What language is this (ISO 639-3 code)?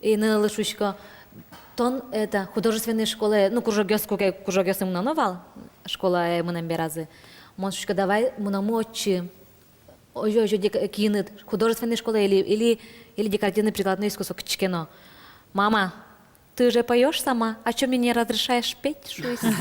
udm